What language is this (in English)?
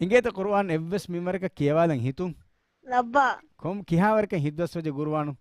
Divehi